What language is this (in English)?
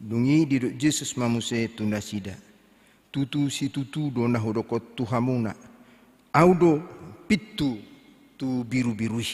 Batak Toba